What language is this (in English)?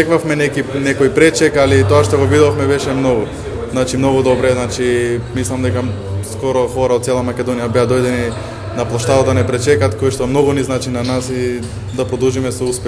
Macedonian